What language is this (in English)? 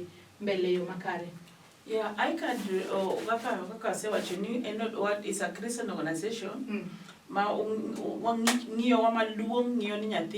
Luo (Kenya and Tanzania)